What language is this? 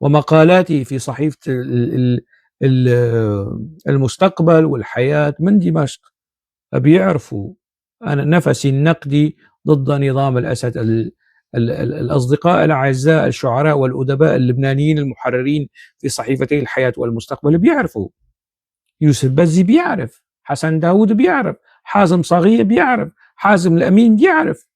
North Levantine Arabic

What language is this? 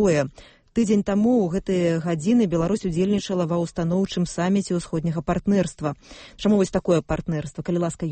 Belarusian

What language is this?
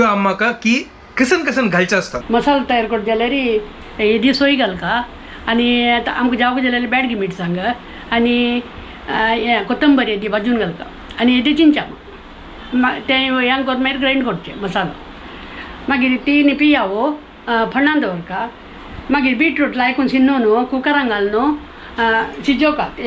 Konkani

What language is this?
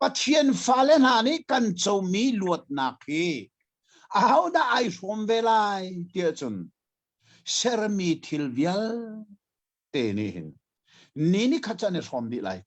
Hakha Chin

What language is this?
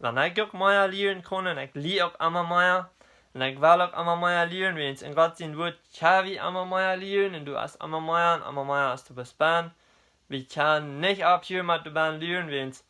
Plautdietsch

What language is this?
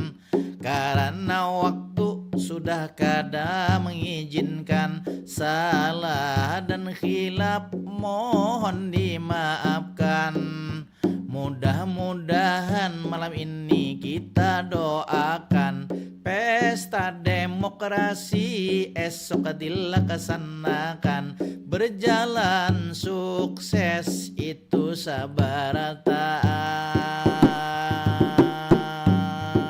Banjar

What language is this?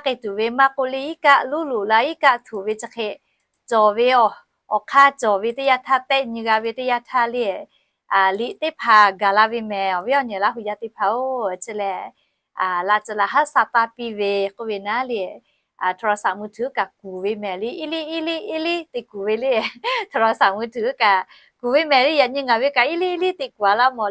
Lahu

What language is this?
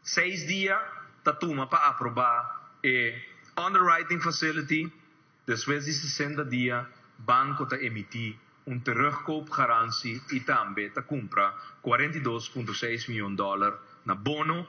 Papiamento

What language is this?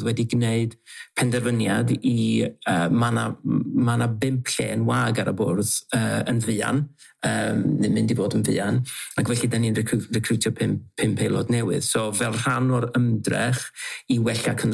Welsh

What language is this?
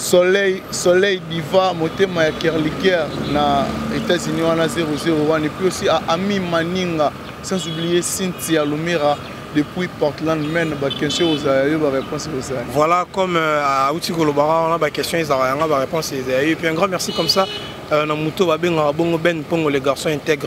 Lingala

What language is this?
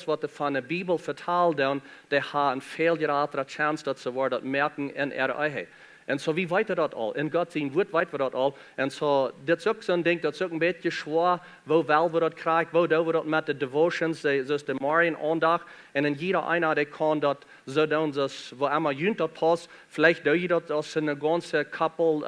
Plautdietsch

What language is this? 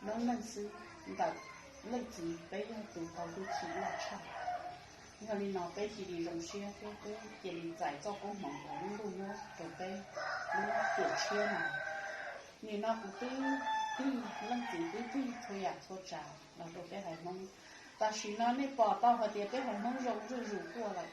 Hmong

